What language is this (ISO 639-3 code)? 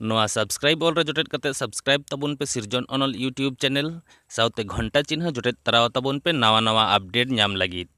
sat